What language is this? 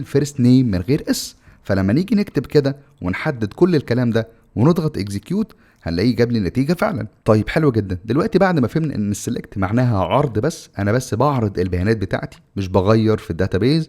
Egyptian Arabic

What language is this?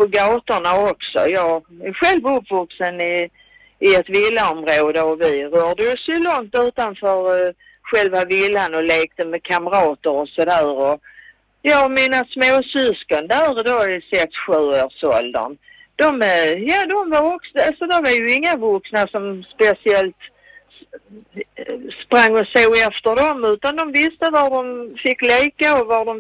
Swedish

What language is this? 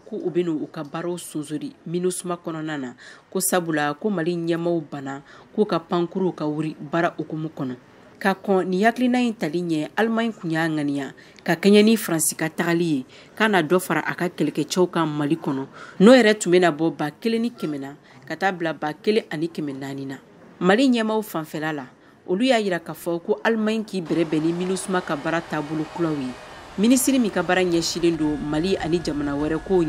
Bambara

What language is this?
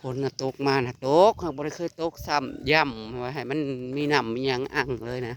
Northeastern Thai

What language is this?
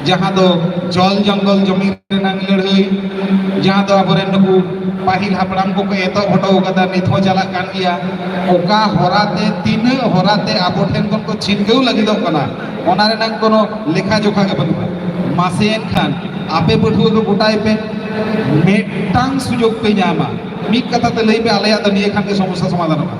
Santali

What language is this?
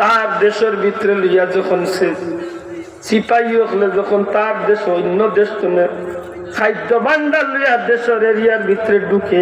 Sylheti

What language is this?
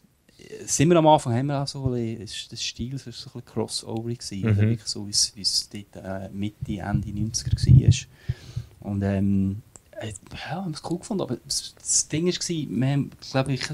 German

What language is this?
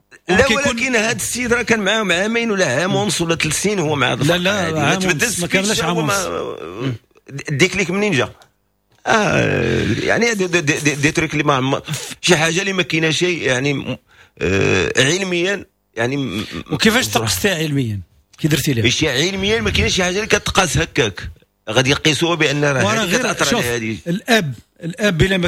Moroccan Arabic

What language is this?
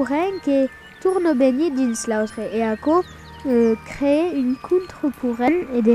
Occitan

